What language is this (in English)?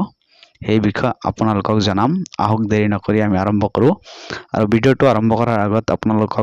Assamese